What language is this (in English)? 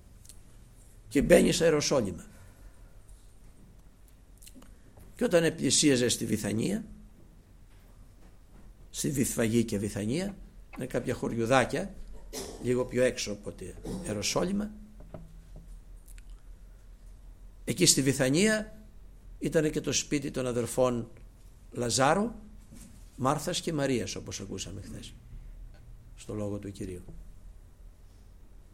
Greek